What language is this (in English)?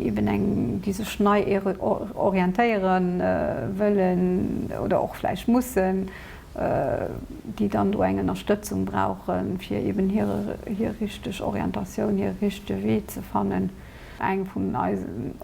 Luxembourgish